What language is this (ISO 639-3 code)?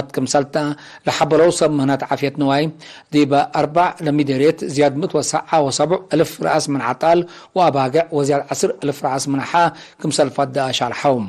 tig